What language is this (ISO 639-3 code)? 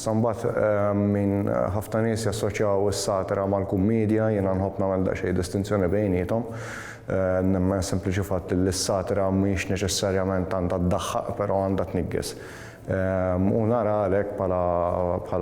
mlt